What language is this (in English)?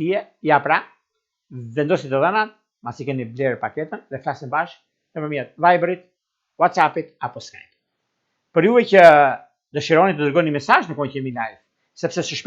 Albanian